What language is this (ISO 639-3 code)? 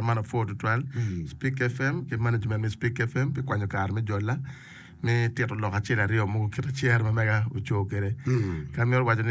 ach